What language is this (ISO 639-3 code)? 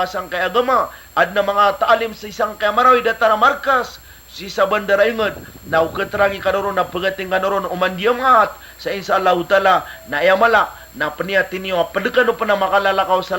mrw